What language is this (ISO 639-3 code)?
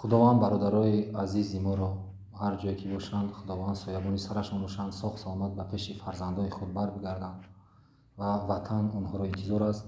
tgk